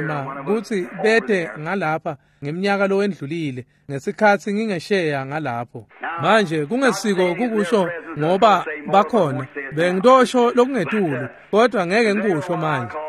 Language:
Swati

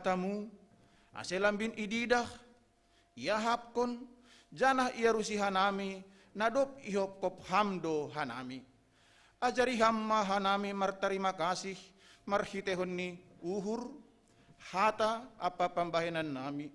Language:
Batak Simalungun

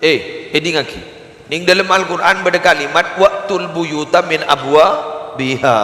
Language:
Madurese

